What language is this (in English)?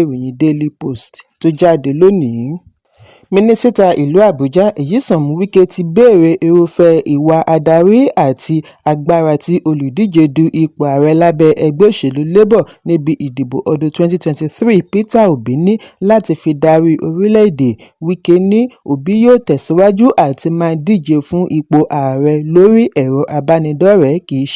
Yoruba